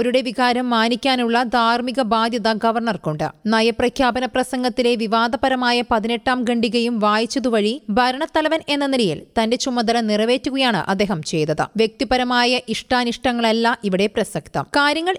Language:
Malayalam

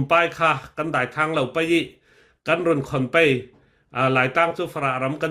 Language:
Falam Chin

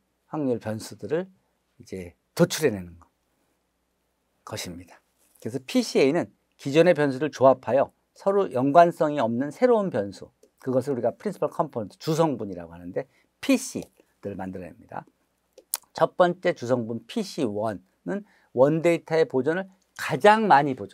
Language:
Korean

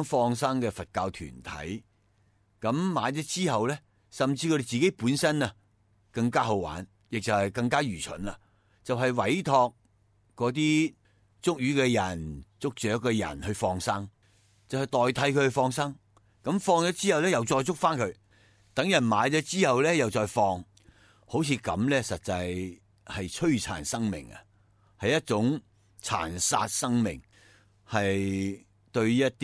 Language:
Cantonese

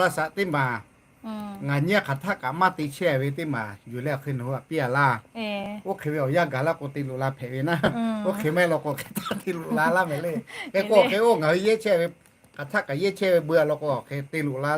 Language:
Lahu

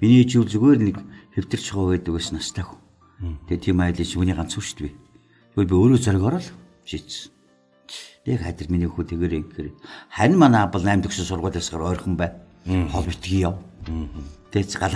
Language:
Mongolian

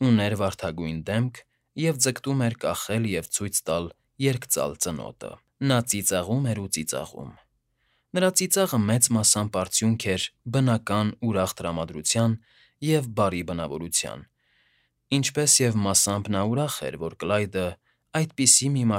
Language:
Armenian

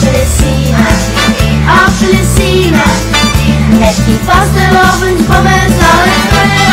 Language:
Limburgish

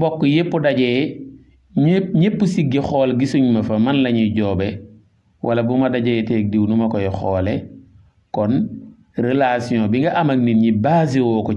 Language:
Wolof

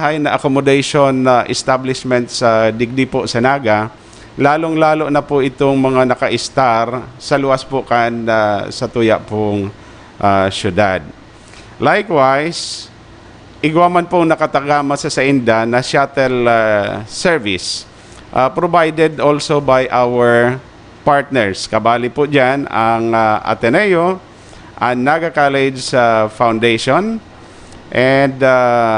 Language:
Bikol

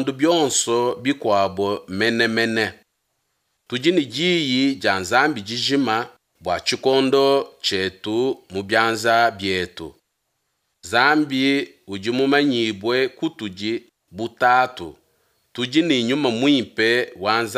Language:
Luba-Lulua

